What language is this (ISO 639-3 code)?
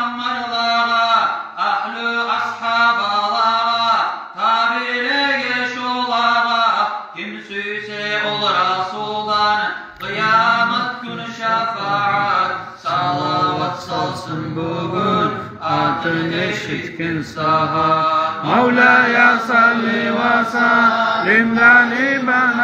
kum